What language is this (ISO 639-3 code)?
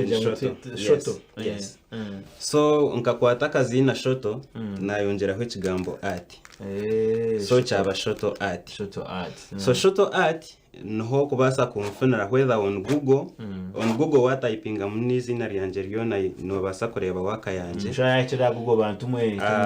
nyn